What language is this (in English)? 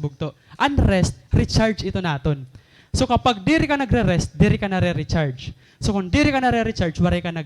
Waray